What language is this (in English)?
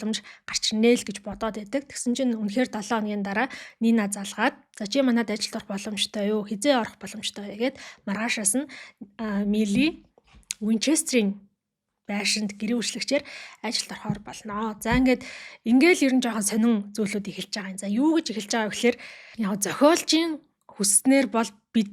Mongolian